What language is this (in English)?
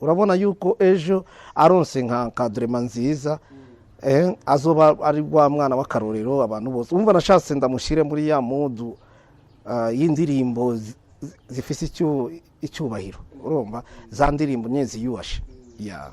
Rundi